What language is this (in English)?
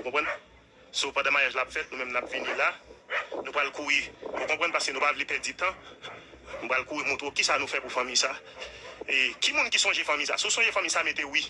Haitian Creole